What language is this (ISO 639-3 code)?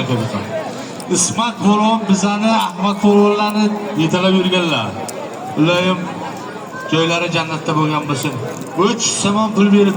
uzb